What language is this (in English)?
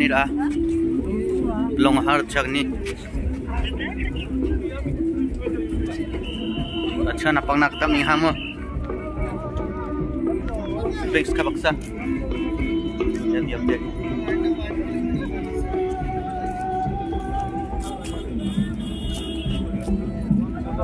Malay